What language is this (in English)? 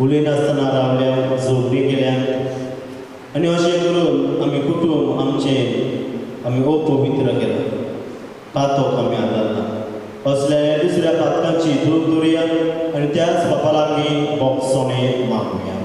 Konkani